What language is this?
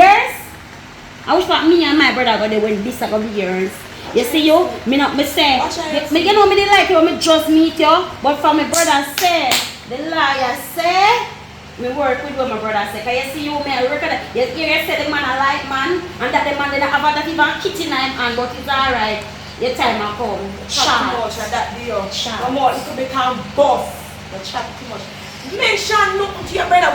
Jamaican Creole English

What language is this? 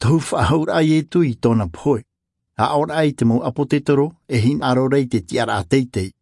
Tahitian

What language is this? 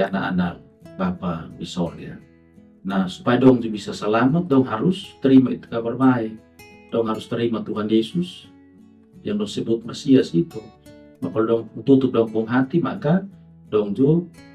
Kupang Malay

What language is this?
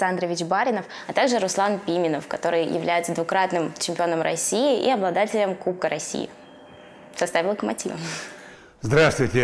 Russian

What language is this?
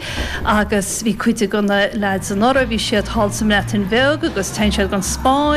Irish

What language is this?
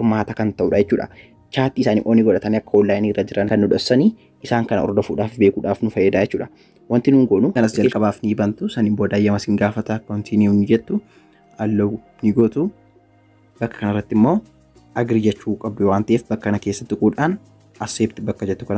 Oromo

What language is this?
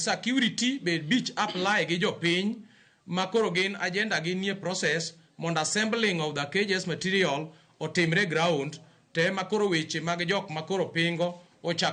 Luo (Kenya and Tanzania)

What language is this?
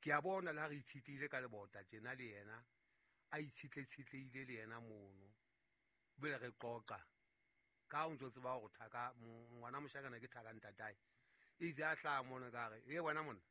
Southern Sotho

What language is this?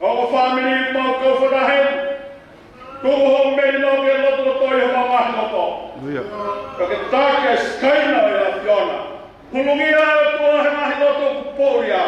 Tongan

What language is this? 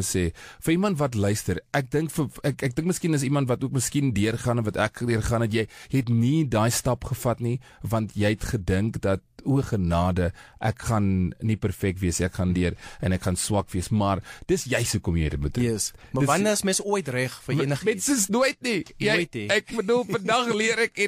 Afrikaans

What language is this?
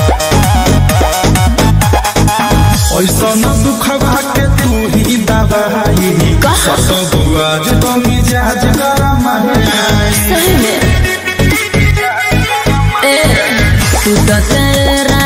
Bhojpuri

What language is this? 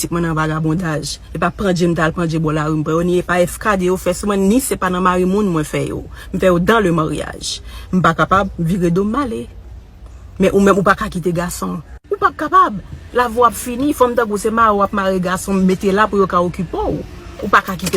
Haitian Creole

